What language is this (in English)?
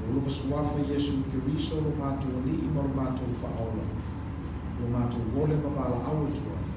Samoan